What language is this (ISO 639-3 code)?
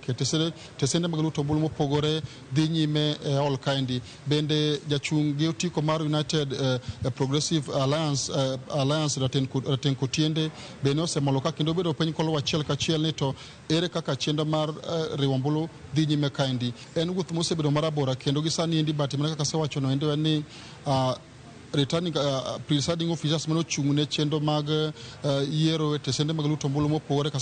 luo